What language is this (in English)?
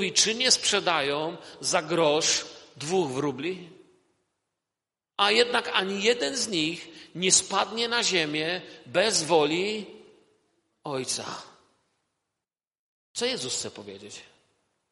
Polish